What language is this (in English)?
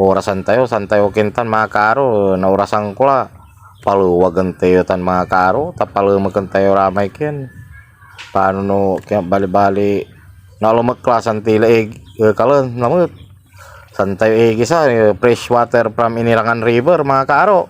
Pangasinan